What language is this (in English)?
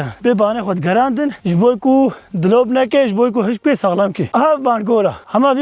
Kurdish